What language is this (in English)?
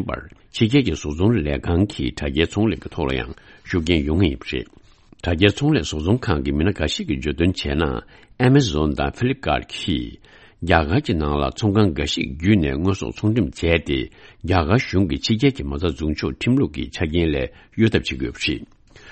Tibetan